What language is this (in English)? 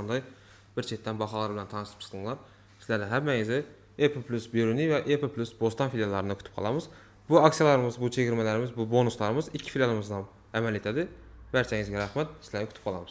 Uzbek